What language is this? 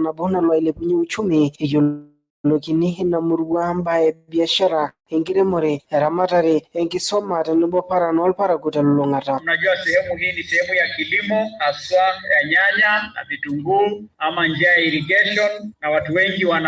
Masai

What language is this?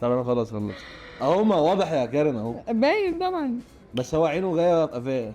Egyptian Arabic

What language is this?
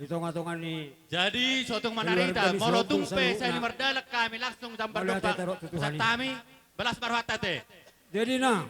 Batak Toba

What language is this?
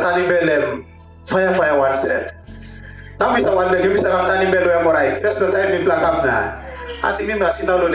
Tok Pisin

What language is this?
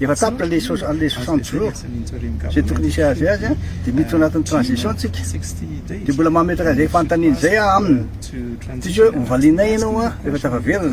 Malagasy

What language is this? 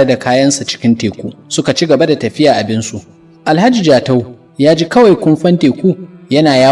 Hausa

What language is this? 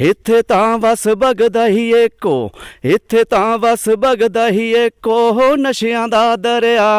Dogri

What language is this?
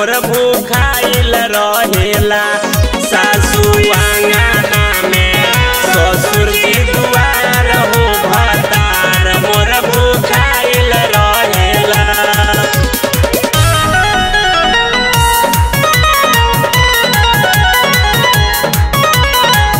Bhojpuri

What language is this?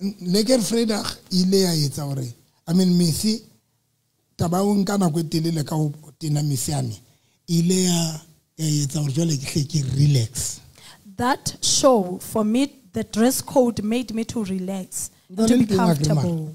Southern Sotho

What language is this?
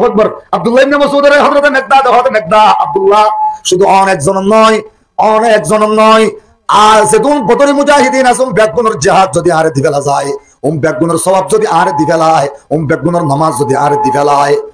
Rohingya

